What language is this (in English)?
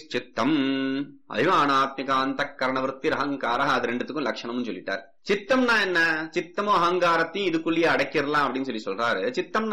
Tamil